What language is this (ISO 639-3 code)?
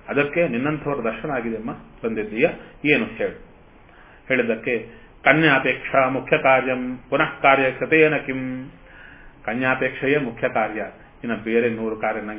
kan